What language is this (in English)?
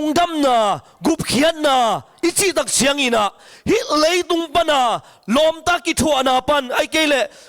Tedim Chin